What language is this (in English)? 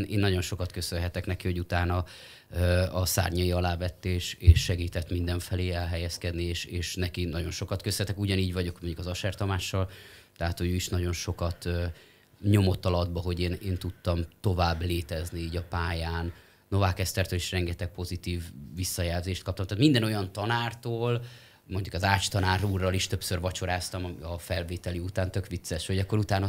Hungarian